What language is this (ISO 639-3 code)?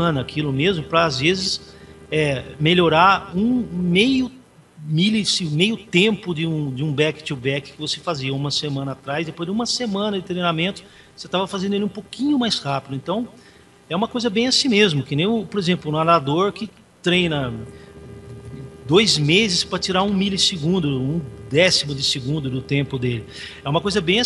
por